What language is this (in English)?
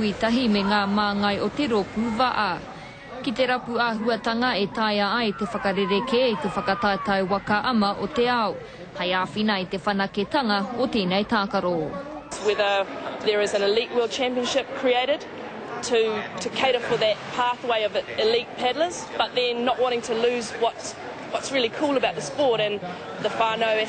Māori